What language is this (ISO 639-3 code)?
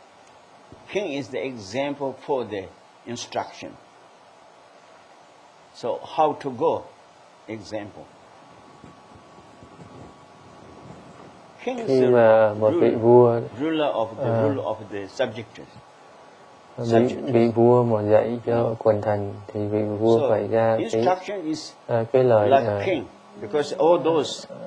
vie